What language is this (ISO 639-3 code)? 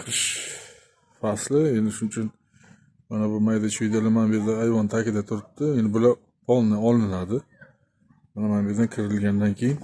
uzb